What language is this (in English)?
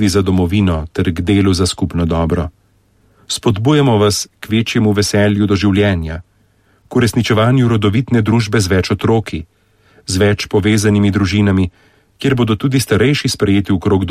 Slovenian